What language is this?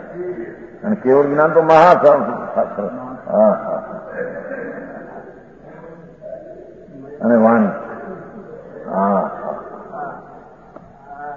Gujarati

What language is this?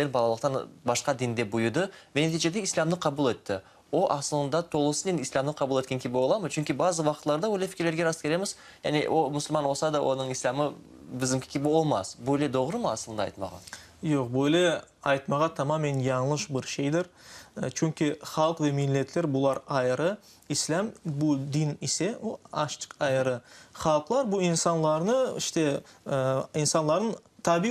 Crimean Tatar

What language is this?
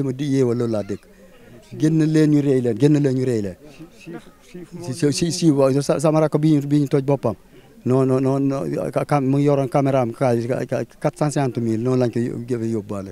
Wolof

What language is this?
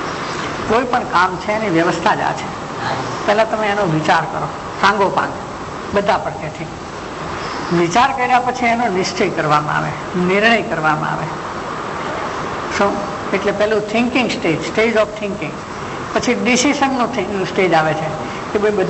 Gujarati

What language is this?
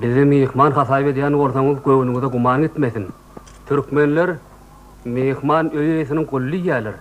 Turkmen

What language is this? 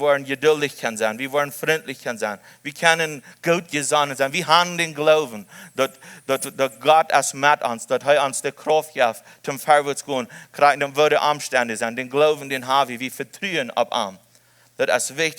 Plautdietsch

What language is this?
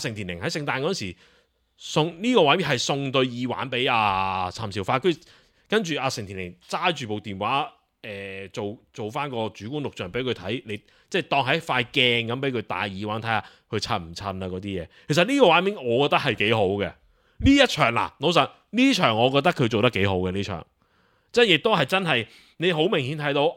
Cantonese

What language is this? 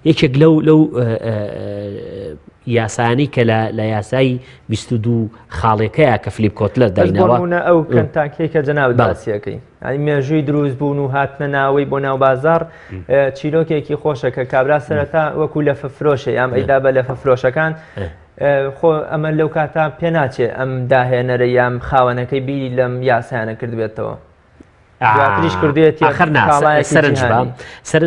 Central Kurdish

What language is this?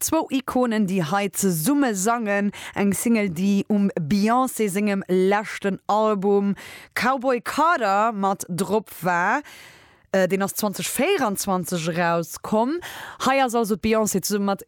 Luxembourgish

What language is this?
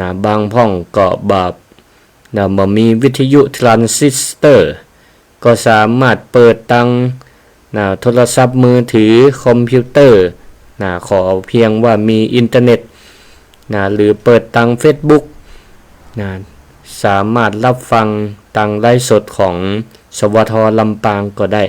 Northern Thai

